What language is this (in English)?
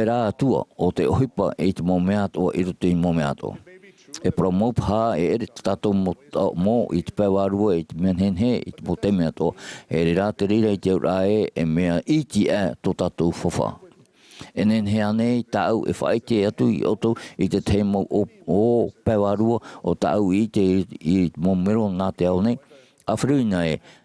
Tahitian